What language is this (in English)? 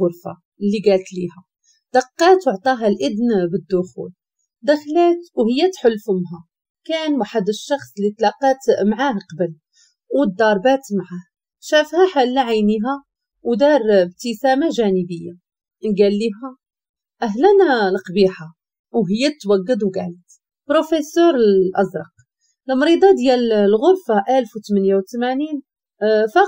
Moroccan Arabic